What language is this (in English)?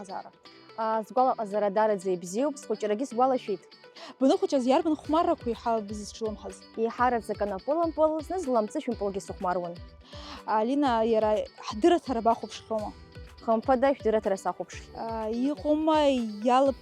Abkhazian